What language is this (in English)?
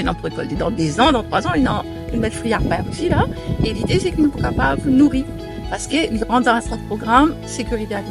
Morisyen